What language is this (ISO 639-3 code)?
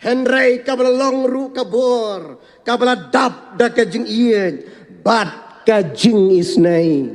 kha